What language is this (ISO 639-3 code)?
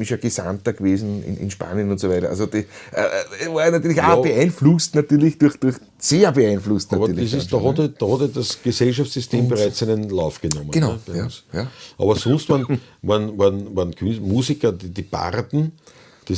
bar